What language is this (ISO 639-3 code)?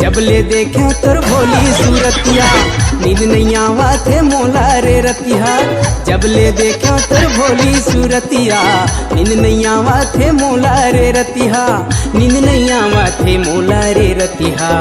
hne